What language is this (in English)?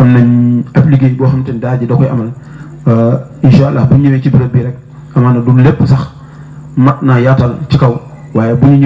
Wolof